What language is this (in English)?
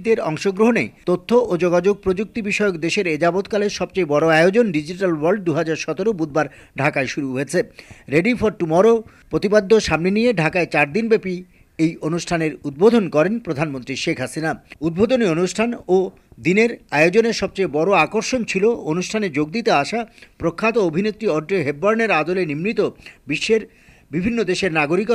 Bangla